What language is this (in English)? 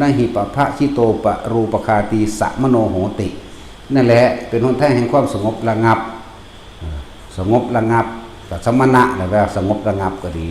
Northeastern Thai